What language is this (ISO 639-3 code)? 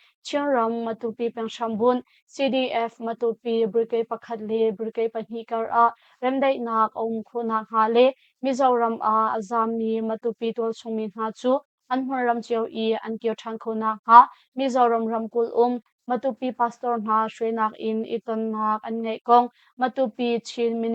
cnh